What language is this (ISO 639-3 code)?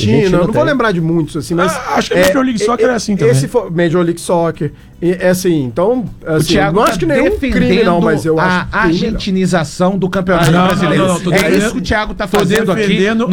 por